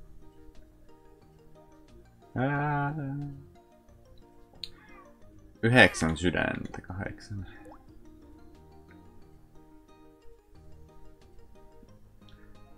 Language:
Finnish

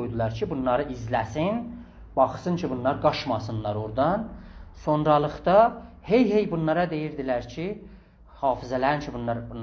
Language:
South Azerbaijani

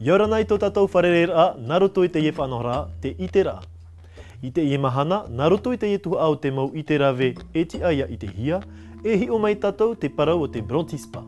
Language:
Tahitian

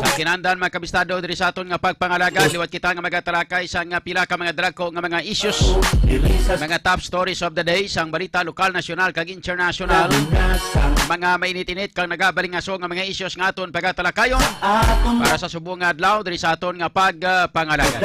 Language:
Hiligaynon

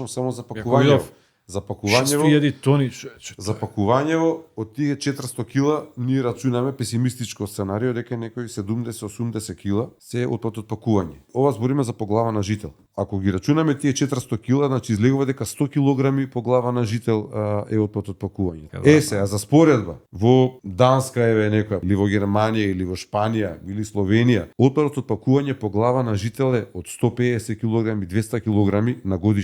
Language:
Macedonian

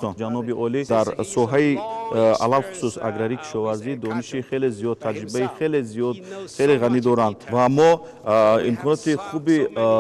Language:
Tajik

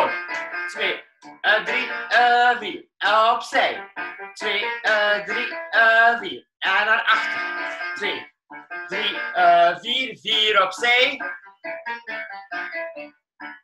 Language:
Dutch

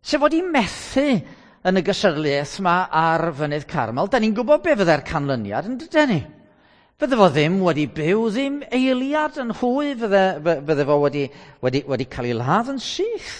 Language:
Welsh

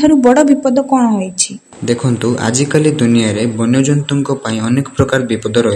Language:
Odia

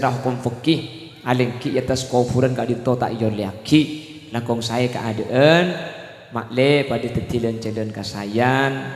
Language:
Madurese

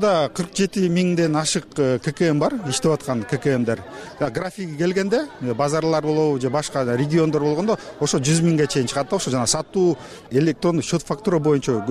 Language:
Kyrgyz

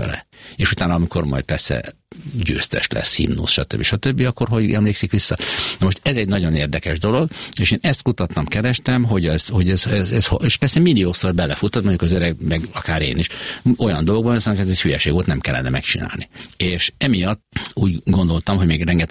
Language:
Hungarian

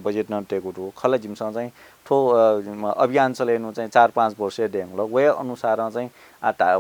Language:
Newari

